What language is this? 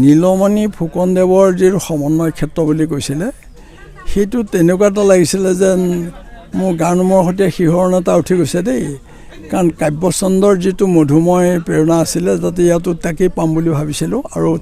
Assamese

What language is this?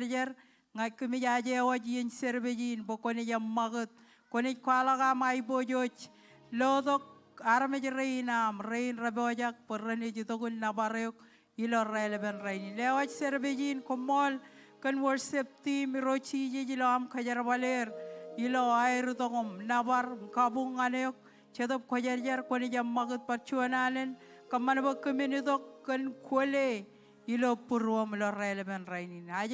Marshallese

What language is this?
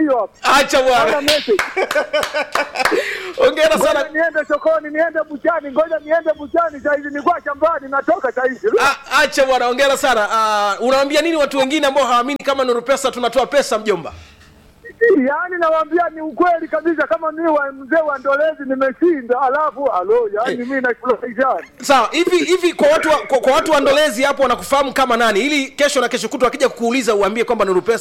Swahili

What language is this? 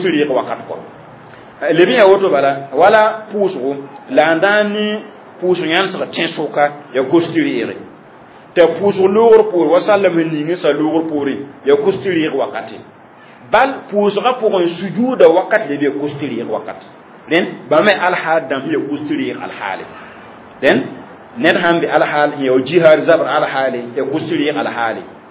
Mossi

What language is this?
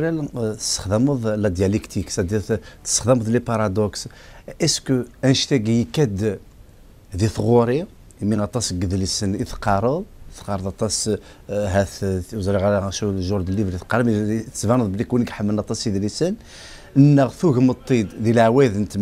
Kabyle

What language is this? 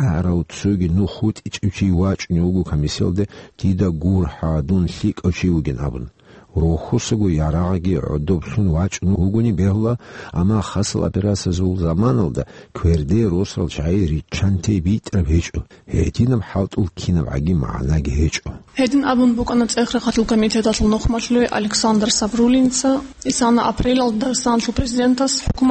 Avaric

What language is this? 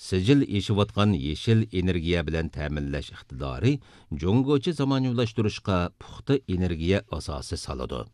Uyghur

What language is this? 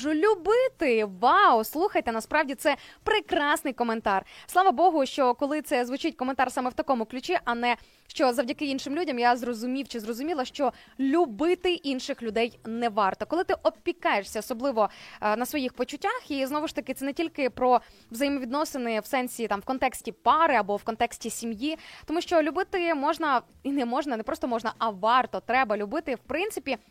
Ukrainian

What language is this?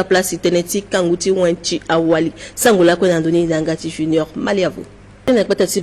Sango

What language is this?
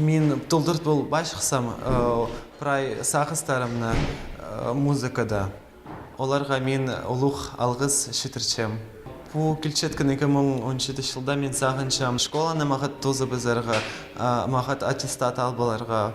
Khakas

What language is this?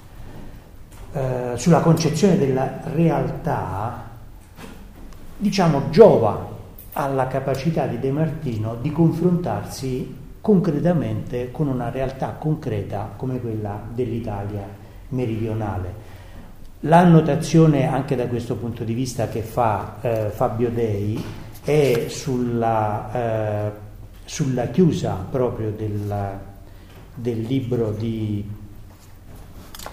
Italian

